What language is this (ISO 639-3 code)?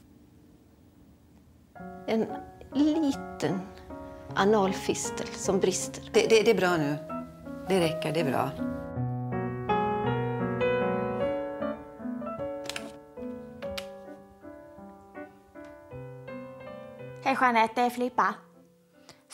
swe